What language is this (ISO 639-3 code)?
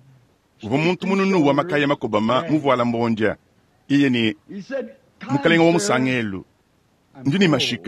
lua